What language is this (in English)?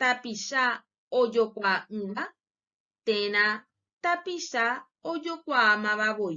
Guarani